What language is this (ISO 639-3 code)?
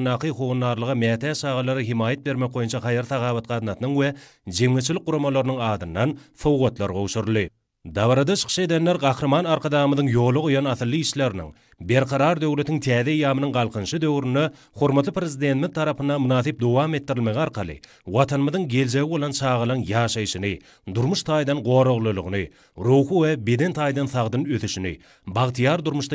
tuk